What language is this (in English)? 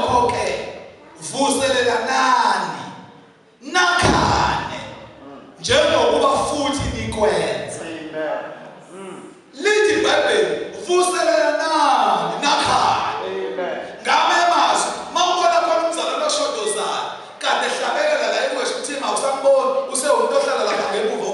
Zulu